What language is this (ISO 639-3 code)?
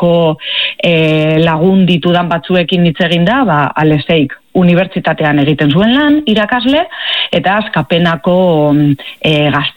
eus